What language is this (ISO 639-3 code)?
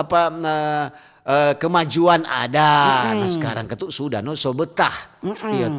xmm